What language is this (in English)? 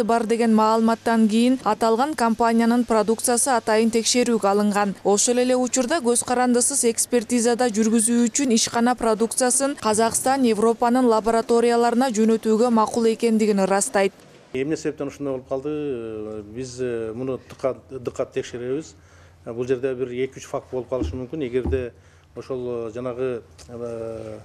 Kyrgyz